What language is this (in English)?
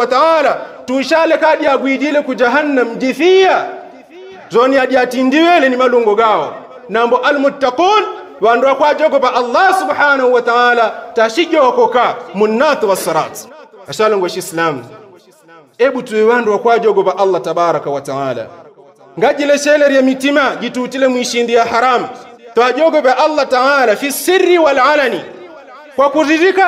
Yao